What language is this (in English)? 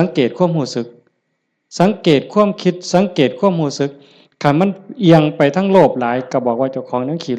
Northeastern Thai